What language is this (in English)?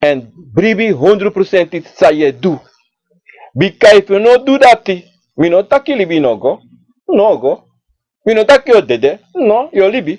Sranan Tongo